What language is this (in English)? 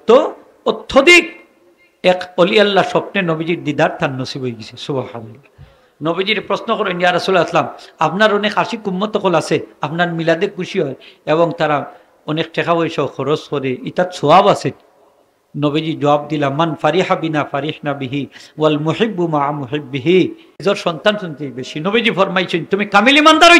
Sylheti